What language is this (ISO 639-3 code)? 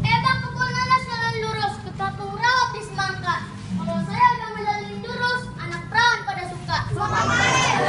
bew